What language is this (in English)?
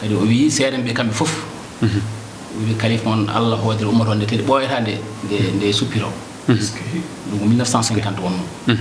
Fula